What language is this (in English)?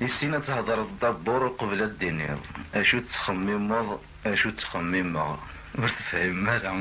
Kabyle